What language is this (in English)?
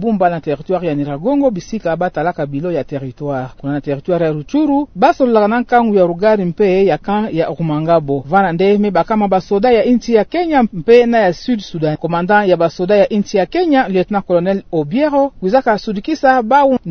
Kituba (Democratic Republic of Congo)